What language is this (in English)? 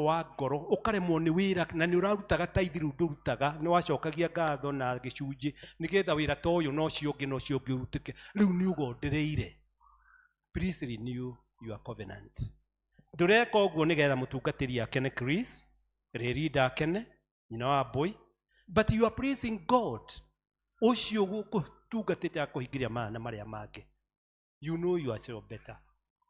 Kikuyu